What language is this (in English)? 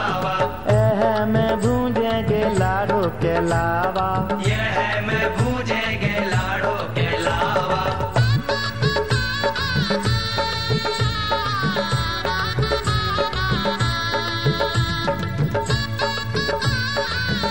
Bhojpuri